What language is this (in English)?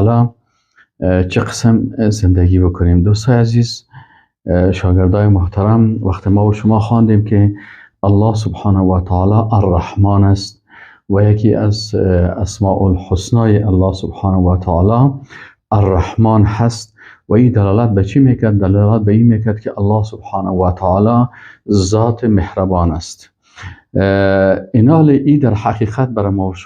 Persian